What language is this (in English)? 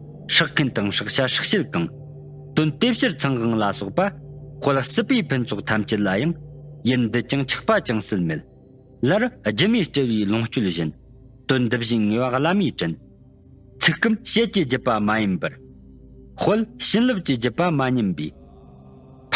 Tibetan